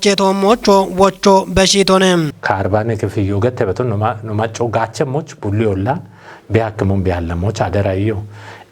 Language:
Kafa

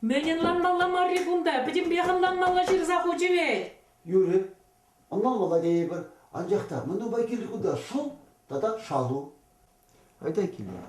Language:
Chuvash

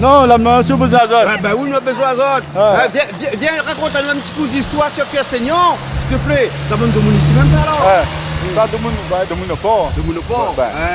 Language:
Réunion Creole French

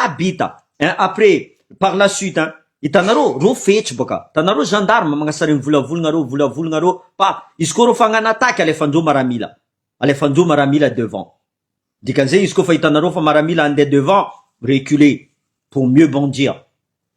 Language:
Malagasy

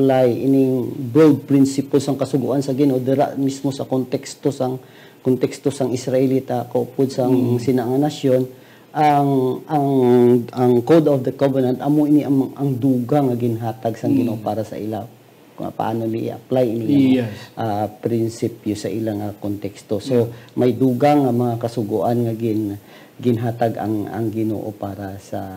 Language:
Hiligaynon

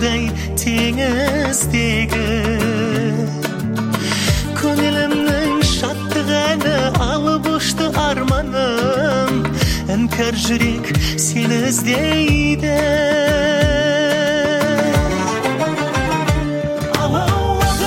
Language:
Kazakh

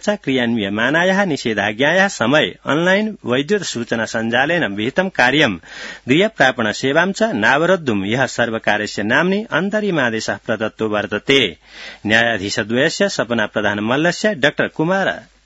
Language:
Sanskrit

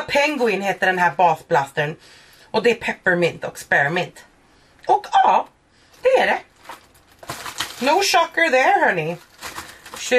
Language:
Swedish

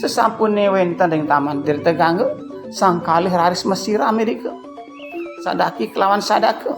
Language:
Balinese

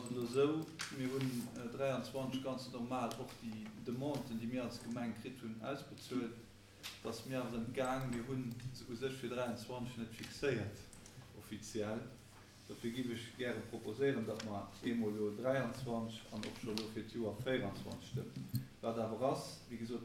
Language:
Luxembourgish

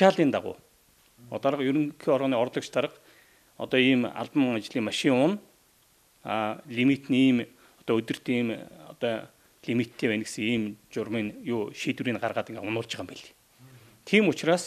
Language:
Mongolian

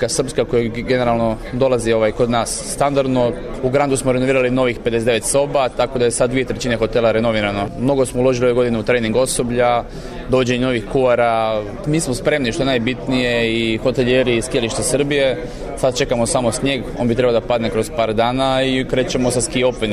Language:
Serbian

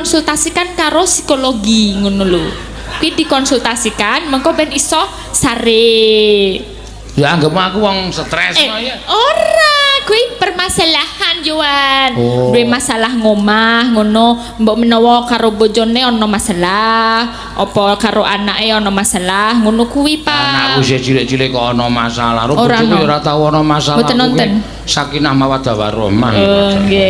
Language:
Javanese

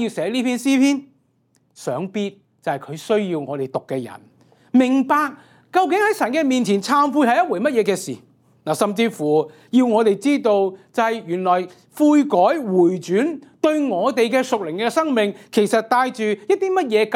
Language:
Cantonese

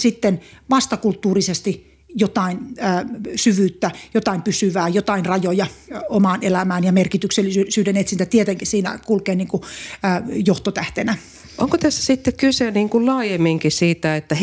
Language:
Finnish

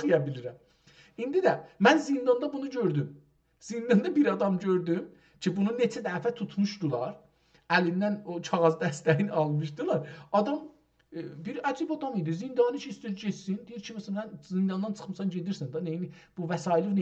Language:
South Azerbaijani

